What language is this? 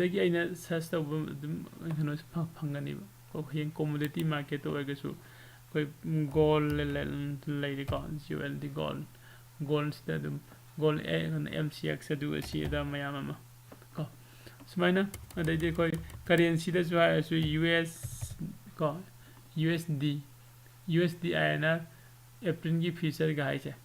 Manipuri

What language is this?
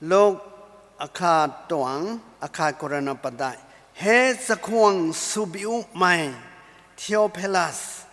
Rongmei Naga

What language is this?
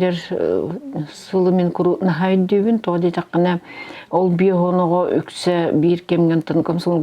Yakut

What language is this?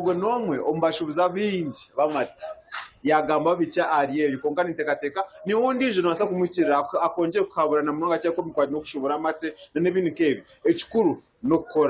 Nyankole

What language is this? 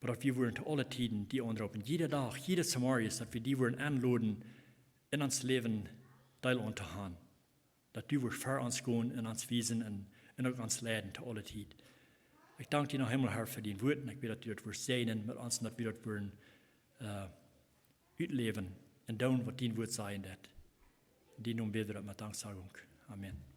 Plautdietsch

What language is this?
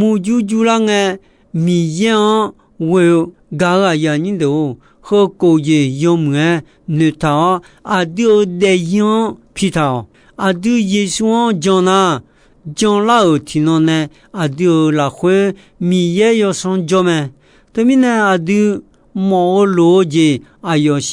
Akha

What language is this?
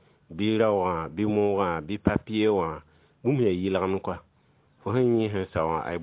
Mossi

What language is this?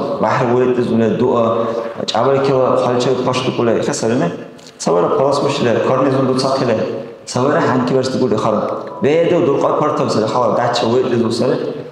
Dargwa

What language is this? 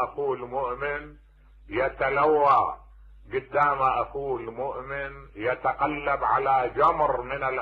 Mesopotamian Arabic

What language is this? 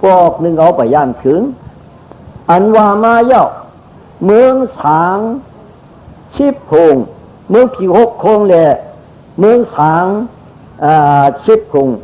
Shan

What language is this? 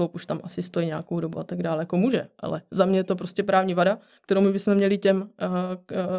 Czech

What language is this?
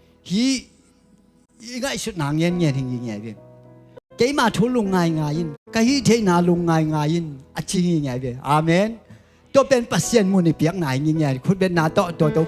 Tedim Chin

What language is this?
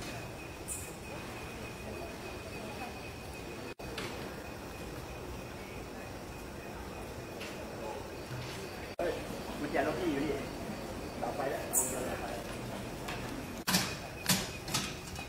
Thai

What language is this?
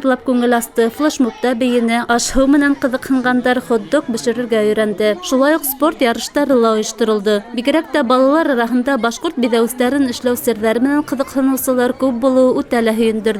Bashkir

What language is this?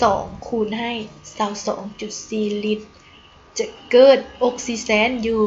Lao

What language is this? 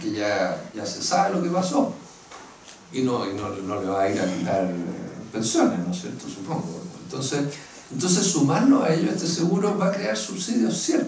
Spanish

